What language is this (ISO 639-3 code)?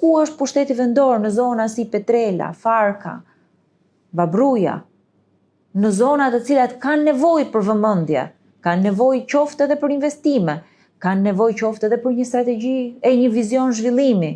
sqi